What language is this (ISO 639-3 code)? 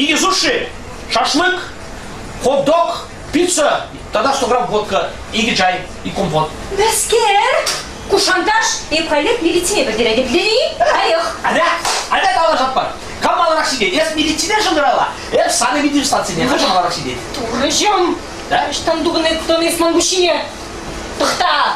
chv